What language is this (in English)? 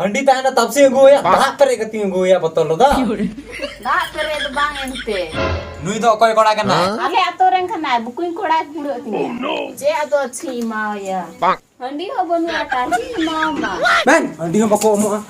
Santali